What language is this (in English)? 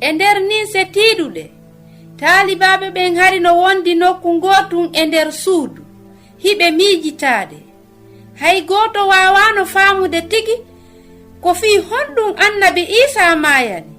Fula